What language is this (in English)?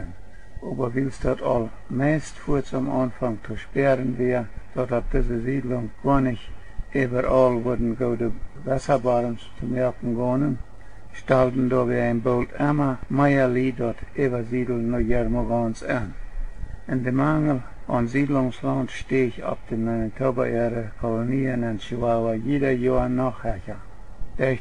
Plautdietsch